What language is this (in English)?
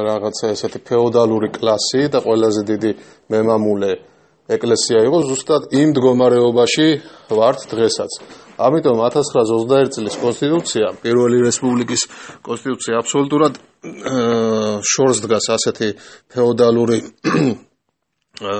Georgian